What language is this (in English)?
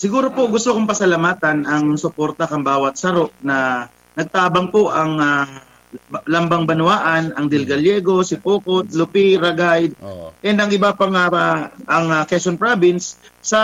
Bikol